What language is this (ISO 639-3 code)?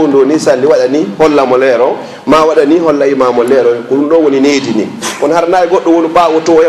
ful